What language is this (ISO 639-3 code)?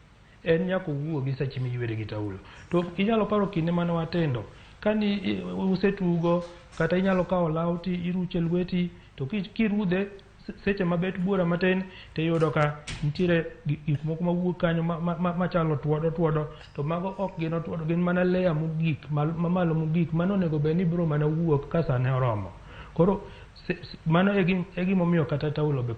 luo